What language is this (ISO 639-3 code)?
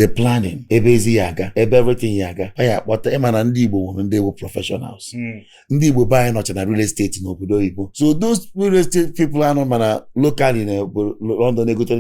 ibo